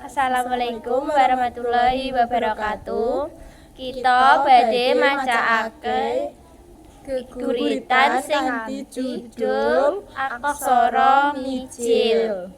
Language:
Javanese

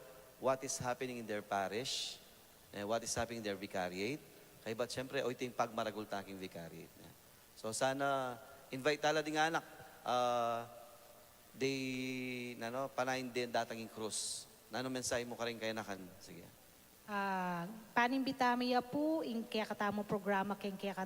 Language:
Pampanga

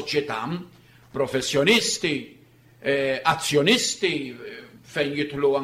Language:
Maltese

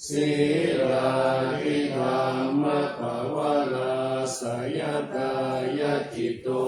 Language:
Pali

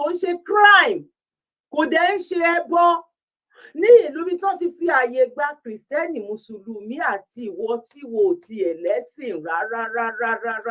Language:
Yoruba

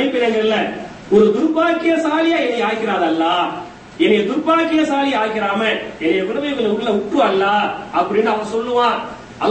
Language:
Tamil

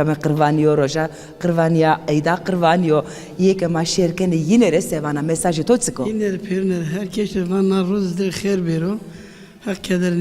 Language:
Zaza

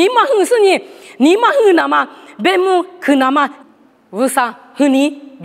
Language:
Lisu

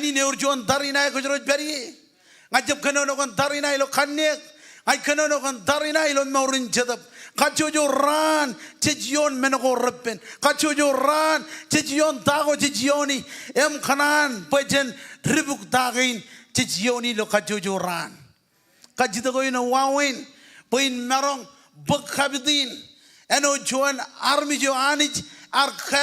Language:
Marshallese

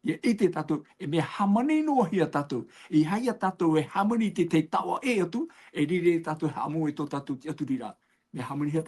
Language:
Tahitian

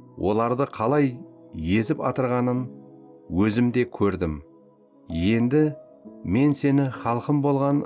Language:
Kara-Kalpak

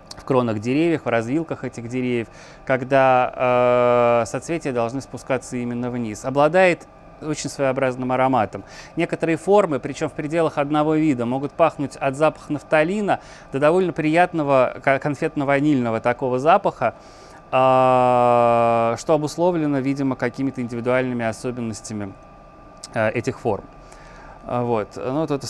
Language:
Russian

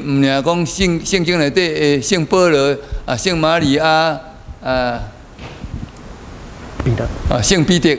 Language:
Min Nan Chinese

